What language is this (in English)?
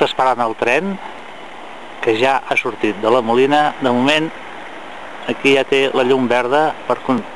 Catalan